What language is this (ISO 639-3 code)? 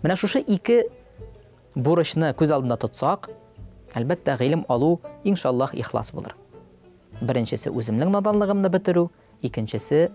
tat